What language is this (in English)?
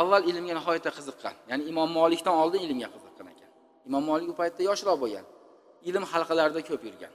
Uzbek